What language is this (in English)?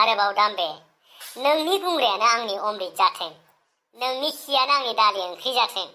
Bodo